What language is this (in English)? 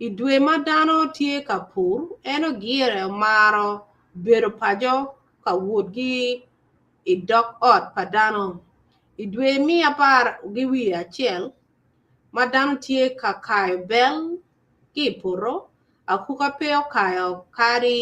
Acoli